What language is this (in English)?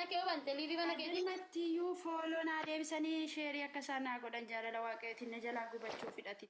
Oromo